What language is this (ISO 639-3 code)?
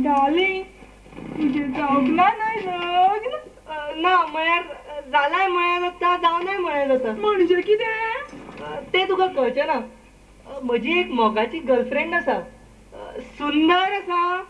kok